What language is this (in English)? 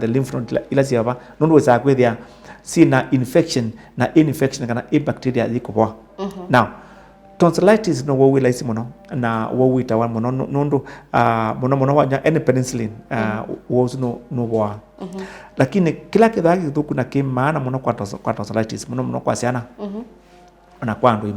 Kamba